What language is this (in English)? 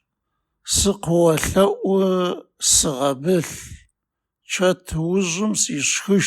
Adyghe